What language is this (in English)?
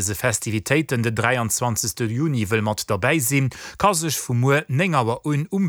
Luxembourgish